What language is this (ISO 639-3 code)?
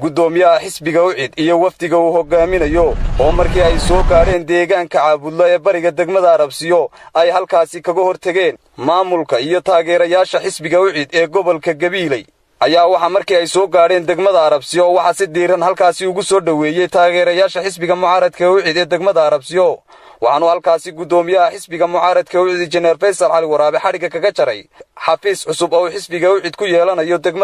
som